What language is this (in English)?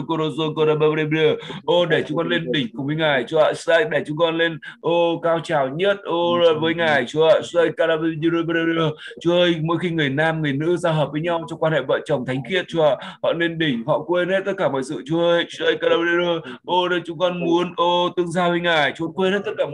Vietnamese